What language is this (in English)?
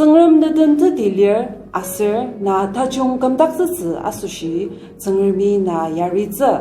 Ao Naga